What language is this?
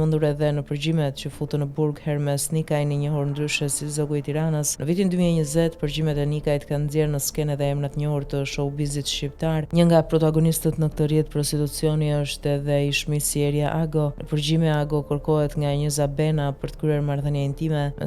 Albanian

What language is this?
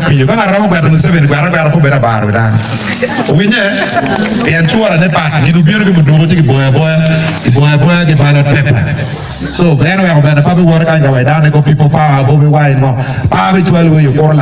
Acoli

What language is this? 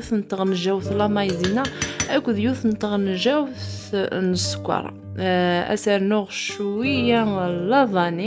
Kabyle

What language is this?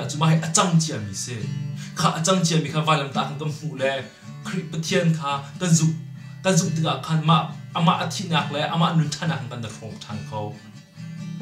Hakha Chin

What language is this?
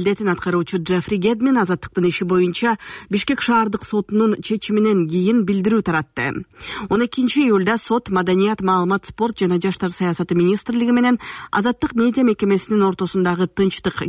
Kyrgyz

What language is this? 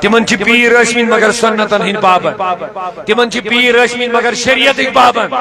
Kashmiri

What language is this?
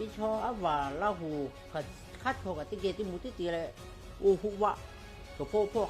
Lahu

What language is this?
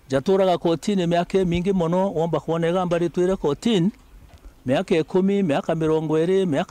Meru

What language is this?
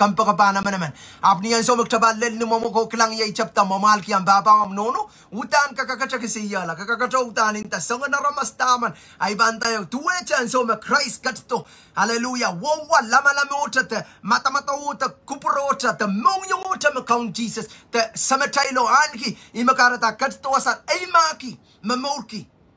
Pohnpeian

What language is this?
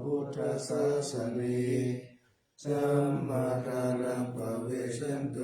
Pali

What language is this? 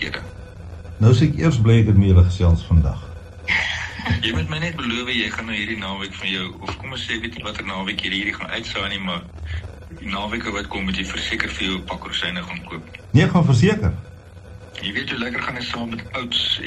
Afrikaans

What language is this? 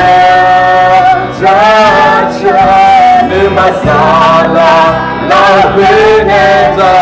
Akha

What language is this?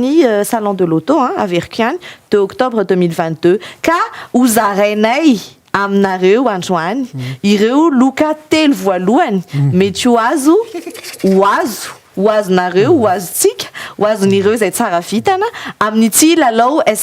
Malagasy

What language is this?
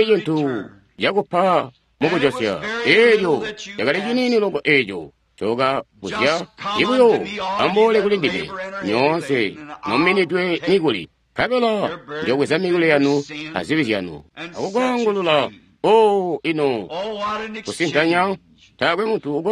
Tonga (Zambia)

